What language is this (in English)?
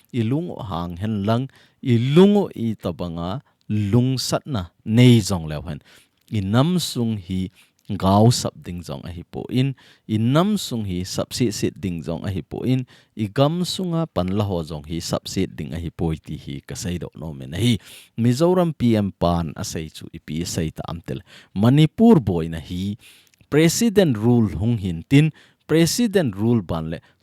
Thado Chin